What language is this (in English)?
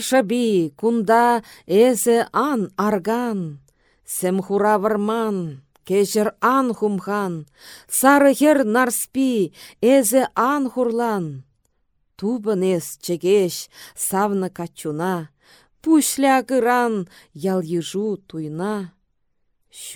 Chuvash